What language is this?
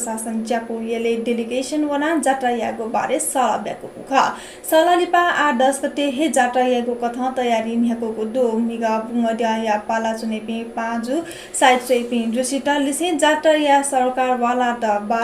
Newari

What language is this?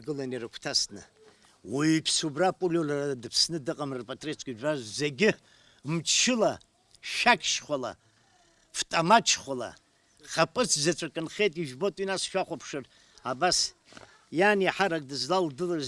Abkhazian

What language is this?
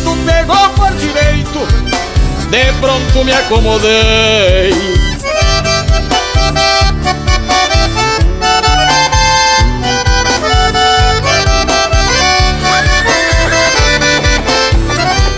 Portuguese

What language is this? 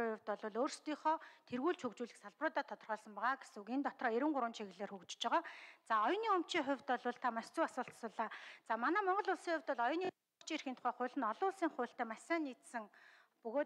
Mongolian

